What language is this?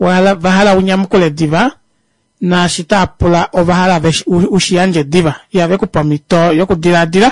Kuanyama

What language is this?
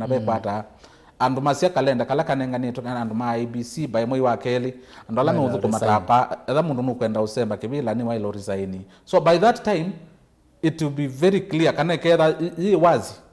Kamba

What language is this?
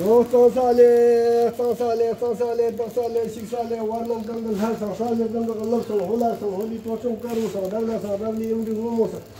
Tibetan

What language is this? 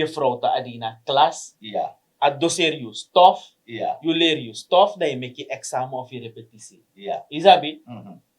Sranan Tongo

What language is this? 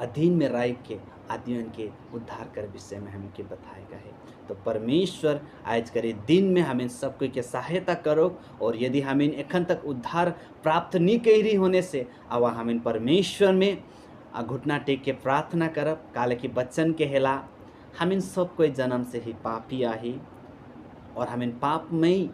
Sadri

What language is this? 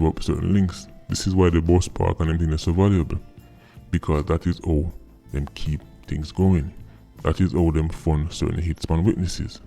Jamaican Creole English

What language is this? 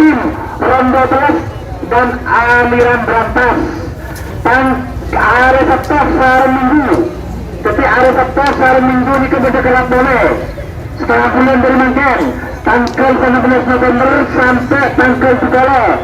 Madurese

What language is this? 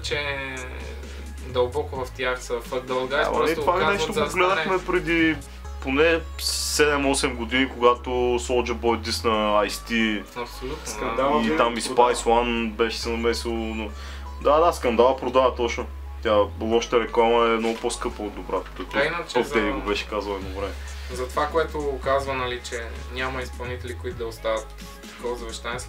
Bulgarian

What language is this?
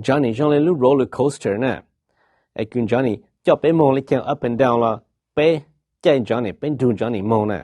Hmong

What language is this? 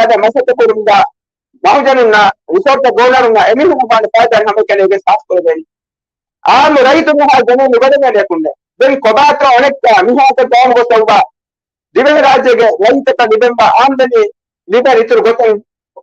Divehi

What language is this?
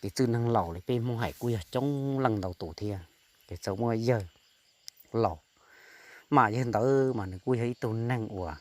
Hmong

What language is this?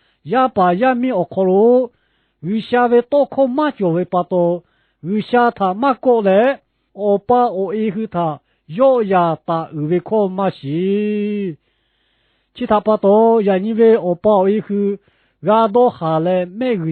Lahu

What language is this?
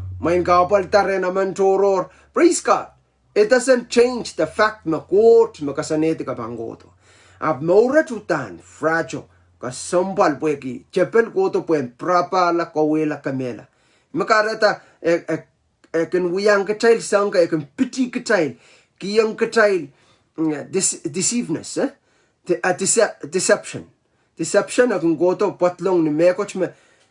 Pohnpeian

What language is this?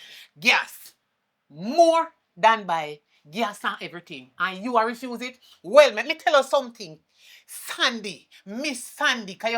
Jamaican Creole English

